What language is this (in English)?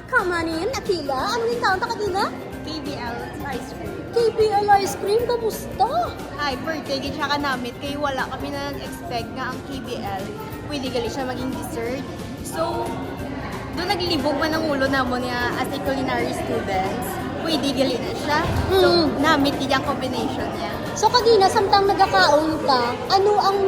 Hiligaynon